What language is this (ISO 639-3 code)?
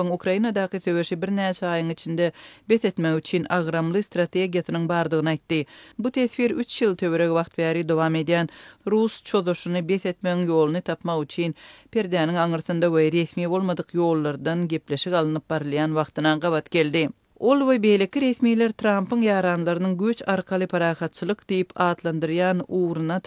tuk